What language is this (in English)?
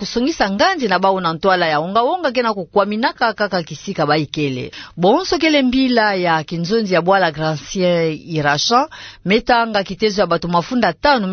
Kituba (Democratic Republic of Congo)